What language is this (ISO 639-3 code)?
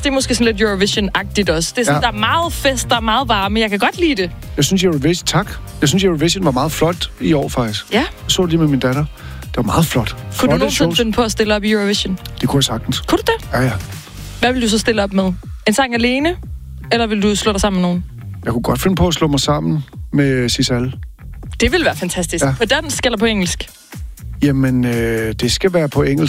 dan